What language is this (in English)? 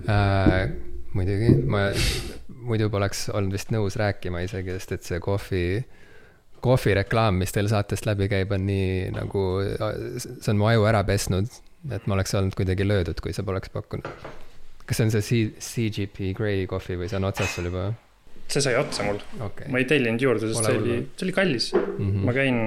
Estonian